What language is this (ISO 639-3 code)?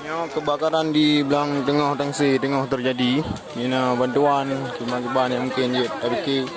ace